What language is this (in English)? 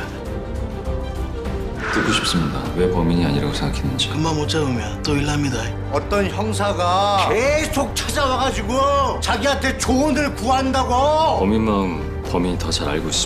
Korean